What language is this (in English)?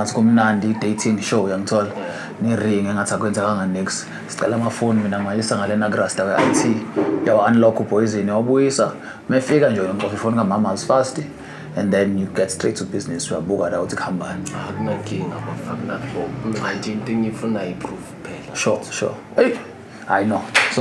Zulu